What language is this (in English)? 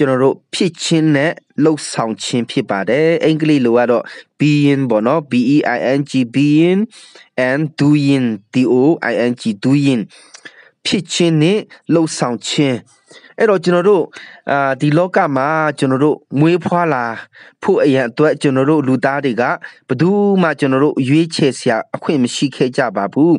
Burmese